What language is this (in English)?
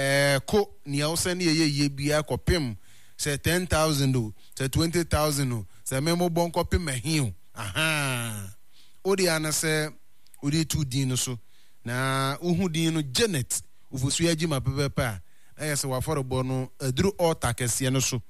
Akan